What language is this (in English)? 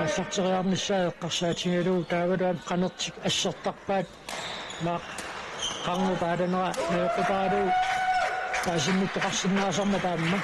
Kalaallisut